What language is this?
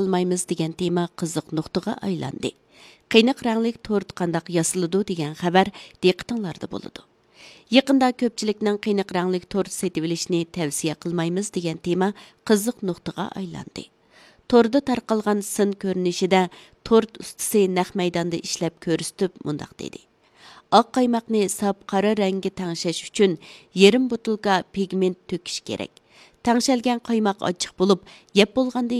Uyghur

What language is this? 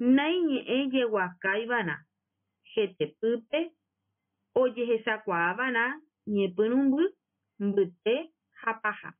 Guarani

